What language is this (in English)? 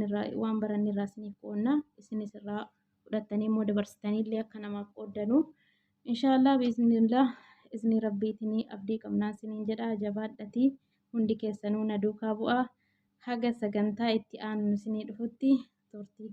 Oromo